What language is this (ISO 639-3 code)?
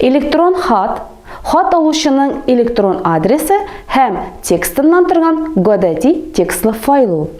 tat